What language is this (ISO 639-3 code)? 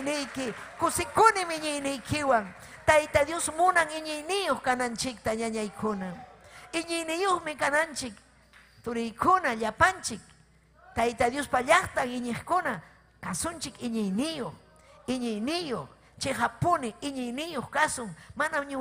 quy